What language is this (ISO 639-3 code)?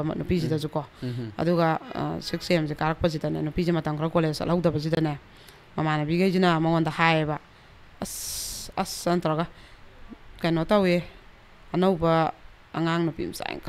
mni